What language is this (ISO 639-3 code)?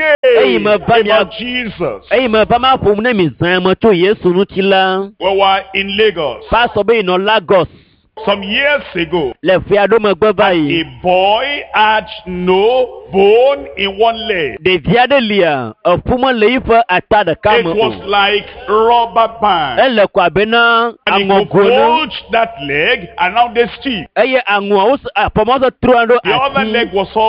ewe